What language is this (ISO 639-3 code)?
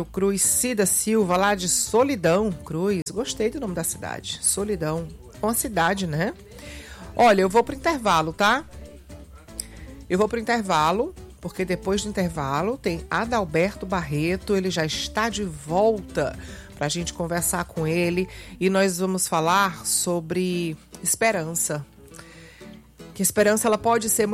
por